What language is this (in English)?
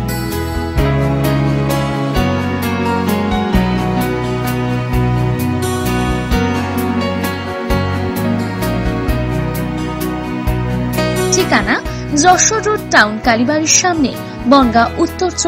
Bangla